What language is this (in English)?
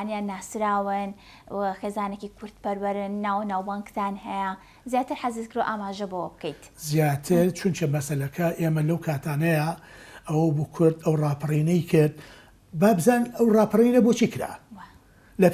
Central Kurdish